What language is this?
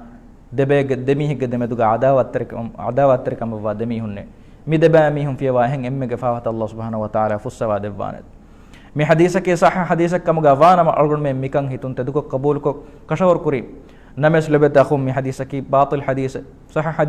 Divehi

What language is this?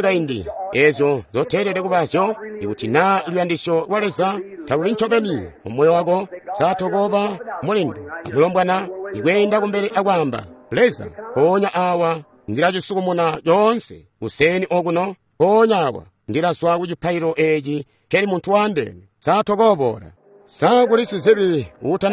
Tonga (Zambia)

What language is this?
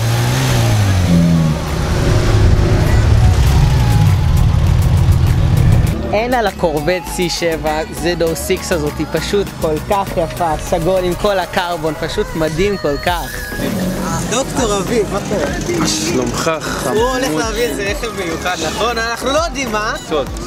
Hebrew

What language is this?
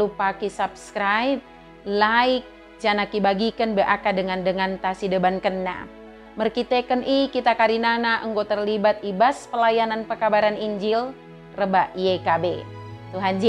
Batak Dairi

